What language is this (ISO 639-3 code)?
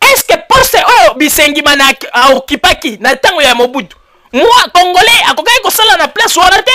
lin